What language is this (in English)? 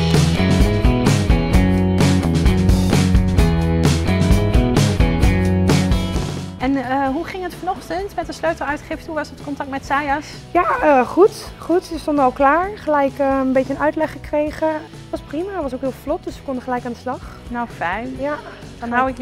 Dutch